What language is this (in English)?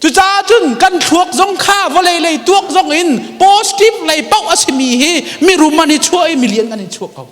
Hakha Chin